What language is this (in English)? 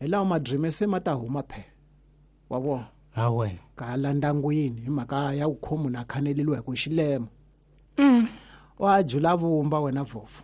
Tsonga